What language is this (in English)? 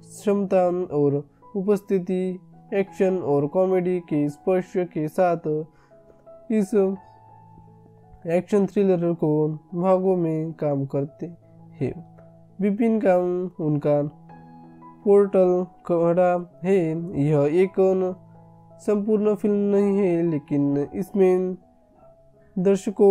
Hindi